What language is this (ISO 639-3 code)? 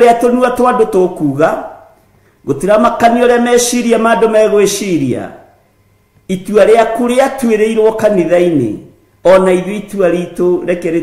kik